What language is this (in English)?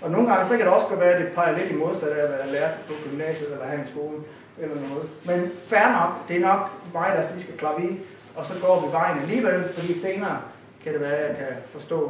Danish